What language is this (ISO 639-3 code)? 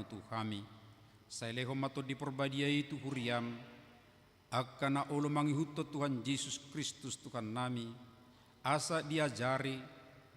bbc